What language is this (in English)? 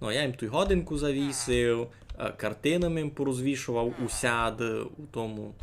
Rusyn